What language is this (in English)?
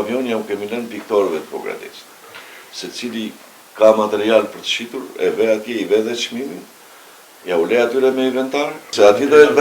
Albanian